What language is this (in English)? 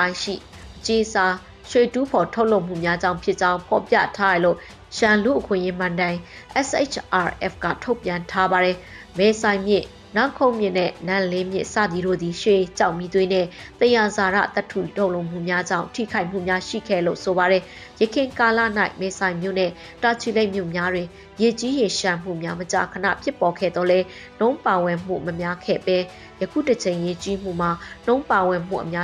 Burmese